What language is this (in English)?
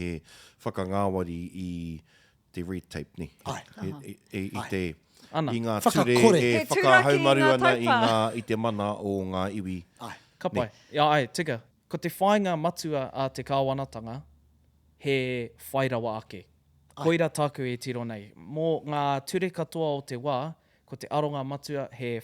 Māori